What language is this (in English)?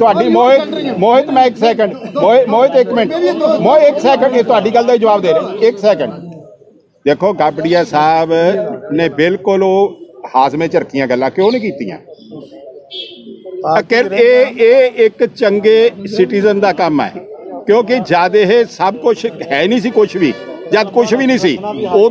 Punjabi